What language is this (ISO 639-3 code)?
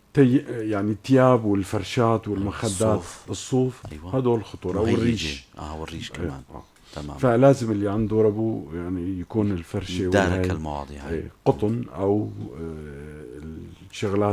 apc